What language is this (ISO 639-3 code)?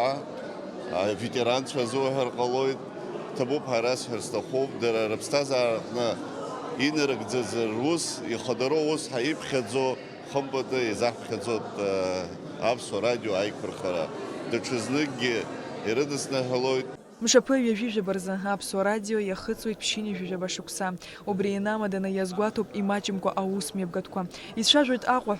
abk